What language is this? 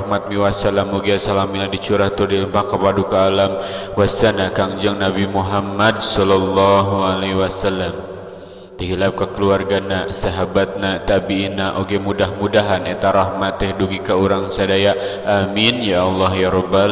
Sundanese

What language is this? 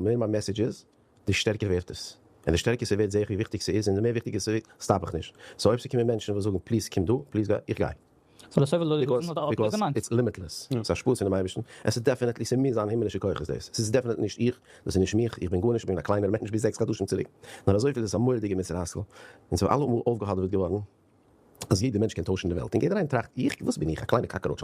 Yiddish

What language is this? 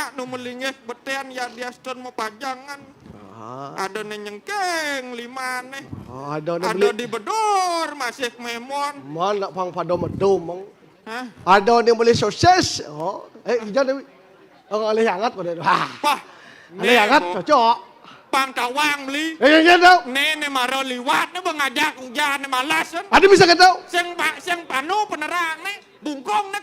Balinese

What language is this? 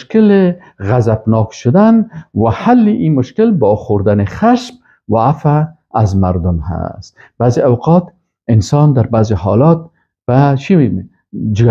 Persian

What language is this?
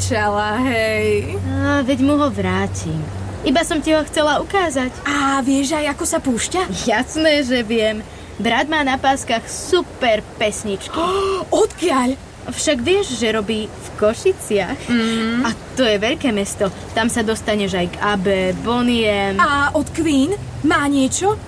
Slovak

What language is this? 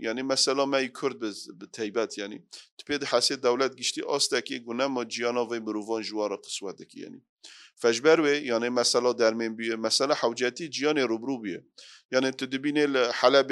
Kurdish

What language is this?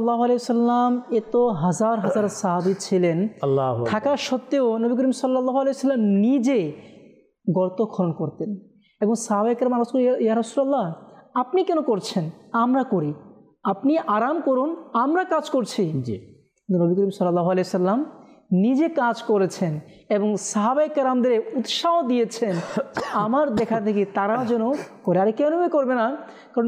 Bangla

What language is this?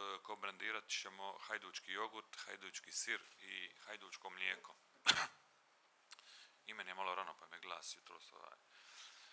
Croatian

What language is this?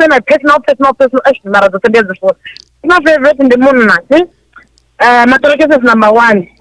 Venda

